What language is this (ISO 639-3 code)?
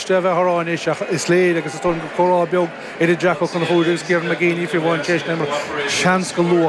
gle